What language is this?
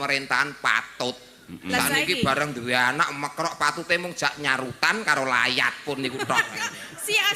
Javanese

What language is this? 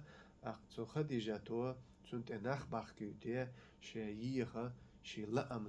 Chechen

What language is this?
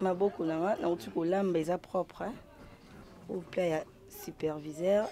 Lingala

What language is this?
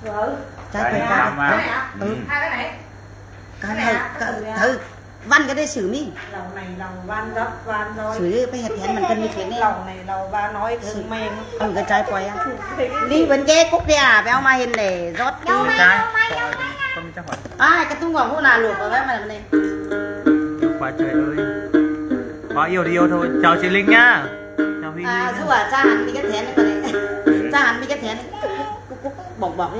Vietnamese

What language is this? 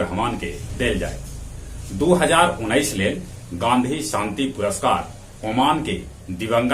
Magahi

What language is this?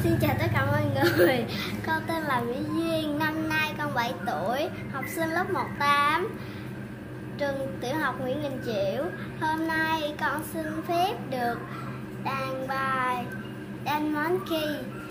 Vietnamese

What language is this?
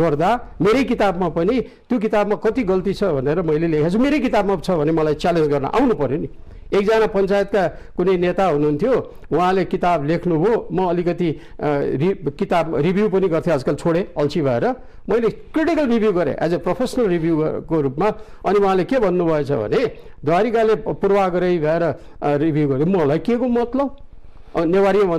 Nepali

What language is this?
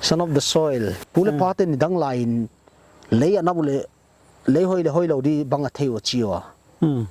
Paite Chin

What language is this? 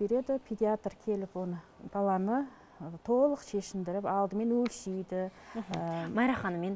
Kazakh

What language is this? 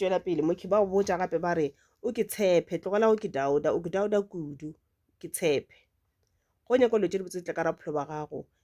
Northern Sotho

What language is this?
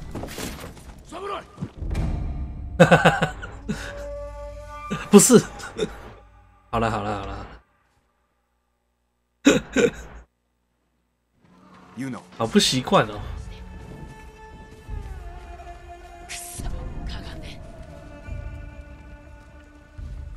Chinese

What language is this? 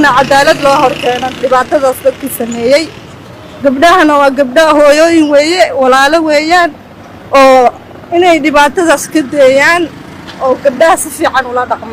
Somali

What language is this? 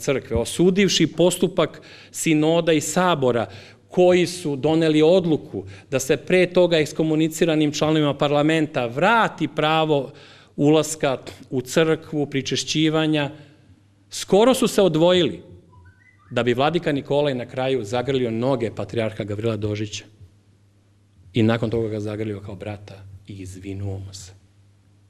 Serbian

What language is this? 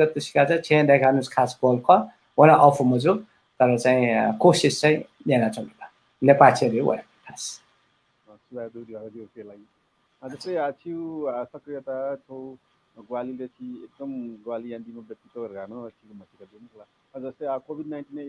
Newari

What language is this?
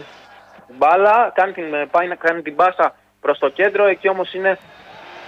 Greek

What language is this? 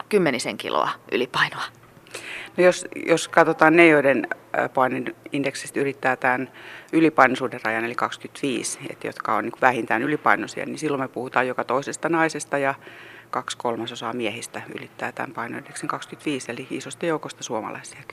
Finnish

